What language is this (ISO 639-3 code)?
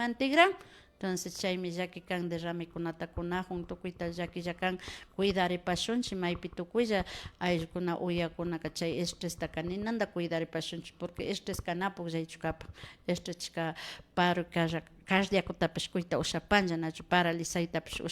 qvi